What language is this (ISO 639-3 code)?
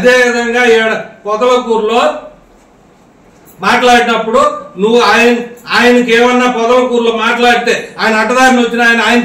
tel